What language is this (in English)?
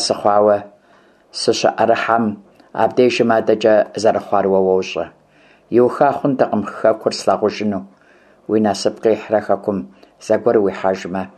Kabardian